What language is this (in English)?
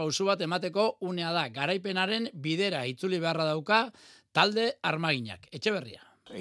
Basque